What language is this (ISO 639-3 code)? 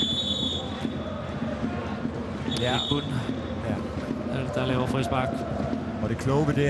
dan